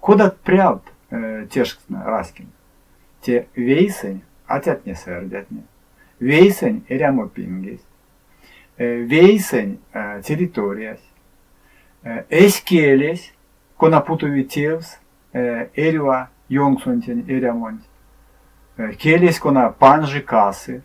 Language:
Erzya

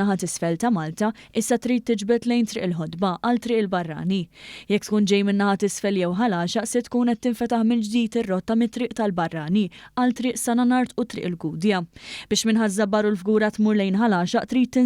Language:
Maltese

